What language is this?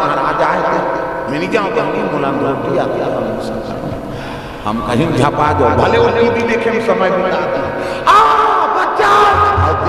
Chhattisgarhi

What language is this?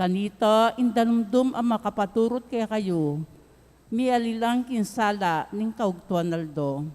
Pampanga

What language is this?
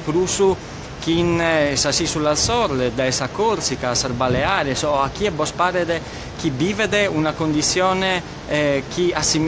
Sardinian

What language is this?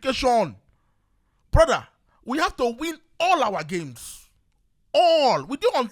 Nigerian Pidgin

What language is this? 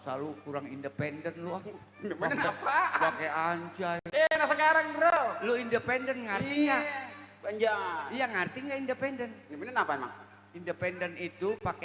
Betawi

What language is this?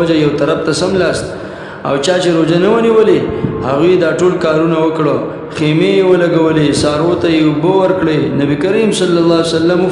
Pashto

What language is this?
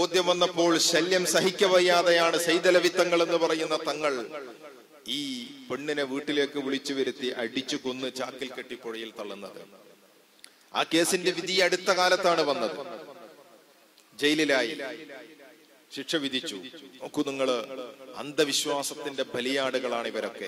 Malayalam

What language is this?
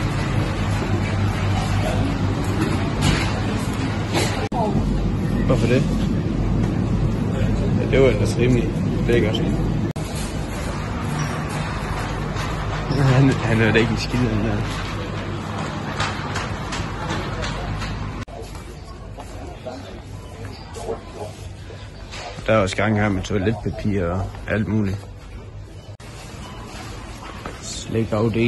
Danish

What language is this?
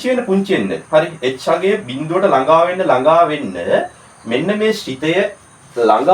Sinhala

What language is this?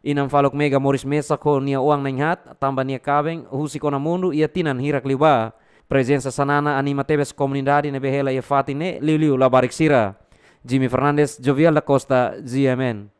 Tetum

